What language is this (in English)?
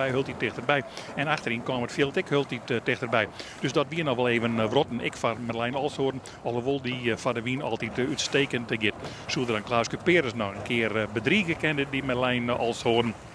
Western Frisian